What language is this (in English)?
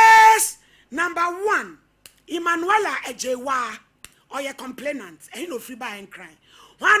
Akan